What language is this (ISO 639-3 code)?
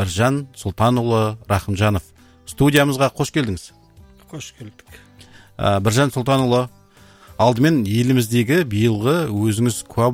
kaz